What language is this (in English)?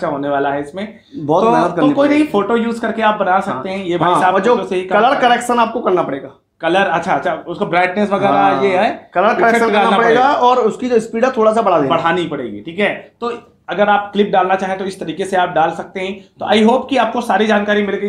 Hindi